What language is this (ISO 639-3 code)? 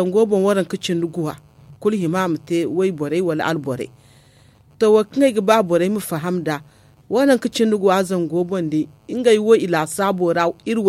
dje